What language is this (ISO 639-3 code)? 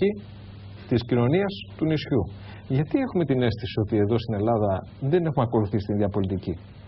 ell